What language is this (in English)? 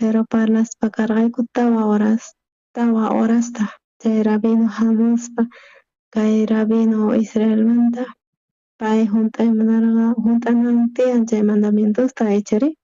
South Bolivian Quechua